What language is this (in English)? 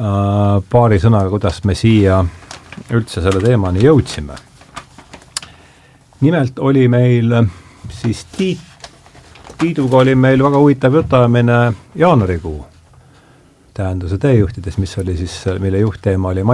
Estonian